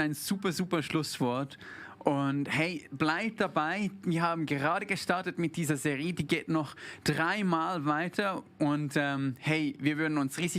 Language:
Swiss German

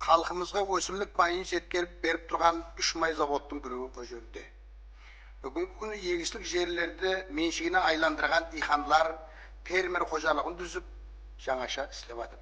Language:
Kara-Kalpak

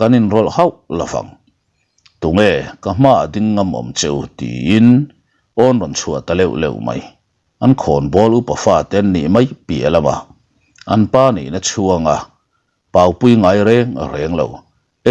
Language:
Mizo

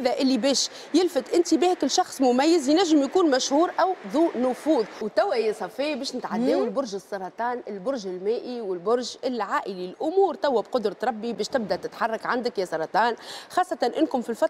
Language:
Tunisian Arabic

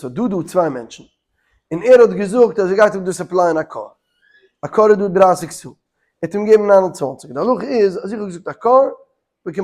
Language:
Yiddish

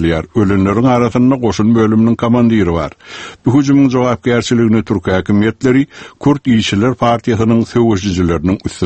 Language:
Turkmen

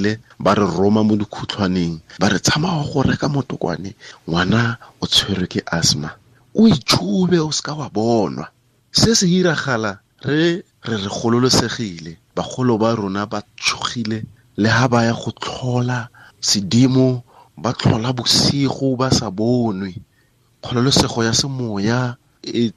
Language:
Tswana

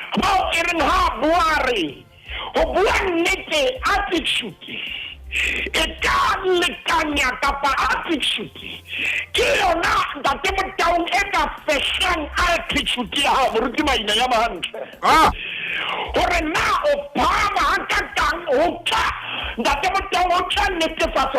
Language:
Southern Sotho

